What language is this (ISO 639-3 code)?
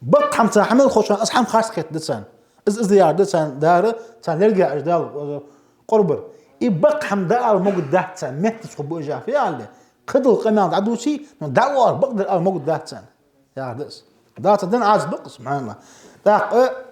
inh